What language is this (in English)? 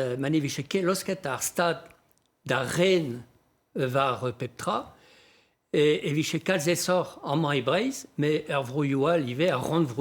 Breton